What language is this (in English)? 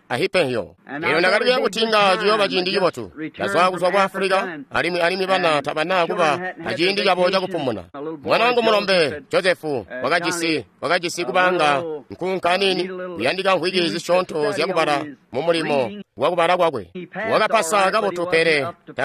Tonga (Zambia)